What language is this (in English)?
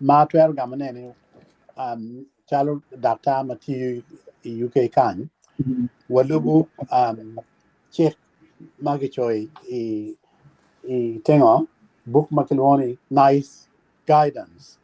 Acoli